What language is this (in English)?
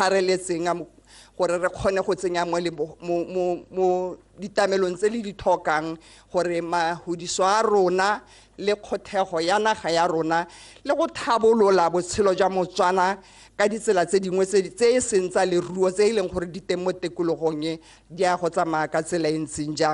Tswana